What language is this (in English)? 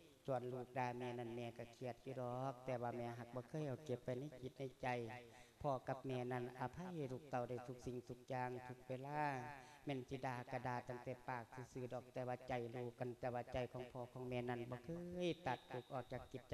Lao